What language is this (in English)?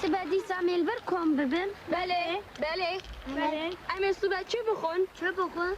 Kurdish